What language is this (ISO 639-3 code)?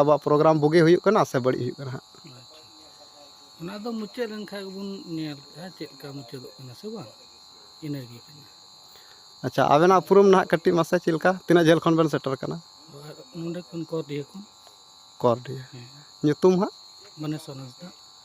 sat